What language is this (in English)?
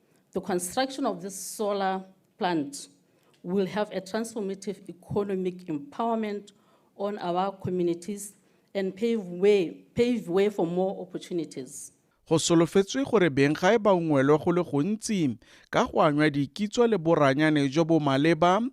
Tswana